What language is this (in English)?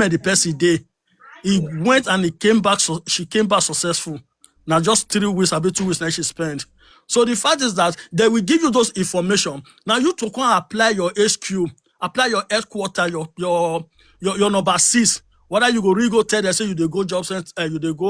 Nigerian Pidgin